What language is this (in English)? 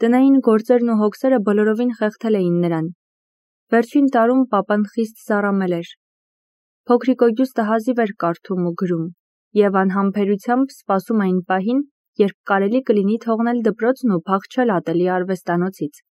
Armenian